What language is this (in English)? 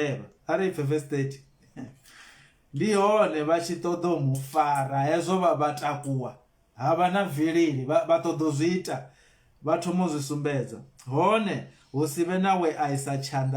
Venda